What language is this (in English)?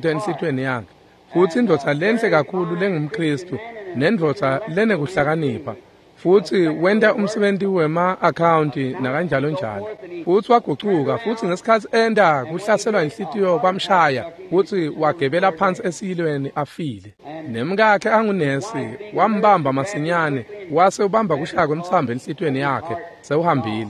Swati